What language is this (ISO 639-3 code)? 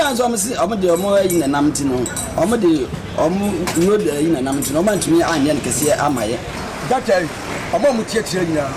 aka